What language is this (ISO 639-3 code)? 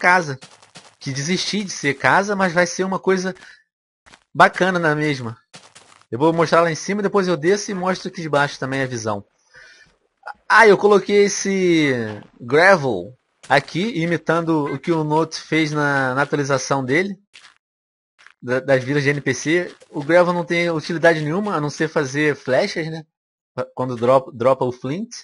por